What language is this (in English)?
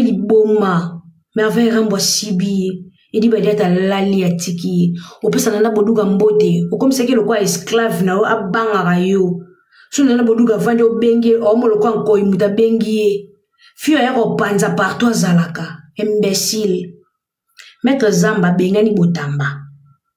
Lingala